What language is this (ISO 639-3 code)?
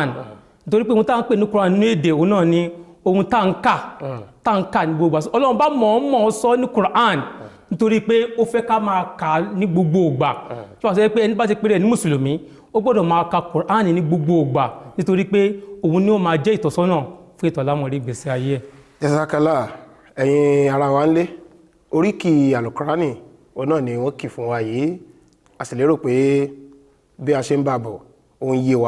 yor